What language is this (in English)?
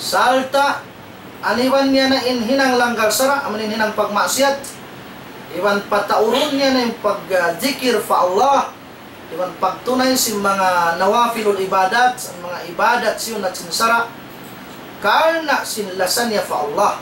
Tausug